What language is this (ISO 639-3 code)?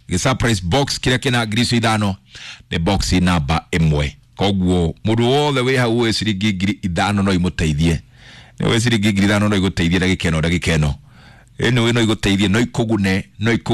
kik